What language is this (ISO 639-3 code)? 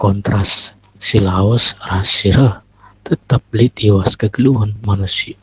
btx